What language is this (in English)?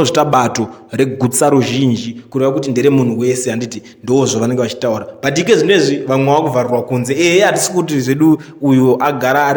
Shona